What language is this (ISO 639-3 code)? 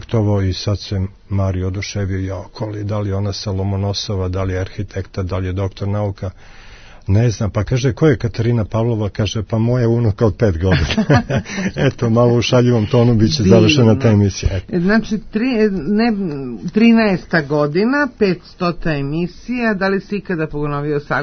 srp